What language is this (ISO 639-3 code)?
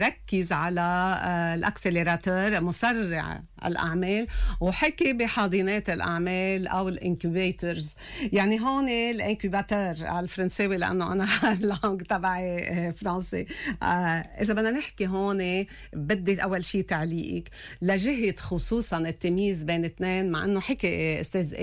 apc